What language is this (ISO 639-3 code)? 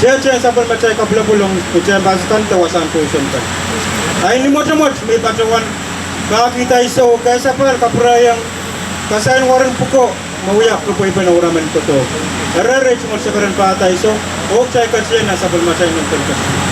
pon